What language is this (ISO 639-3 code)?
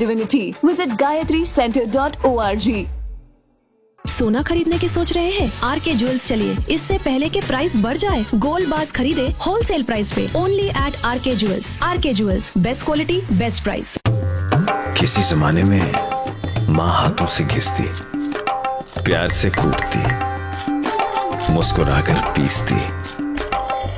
hin